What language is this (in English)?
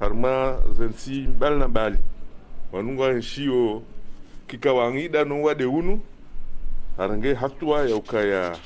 Ngazidja Comorian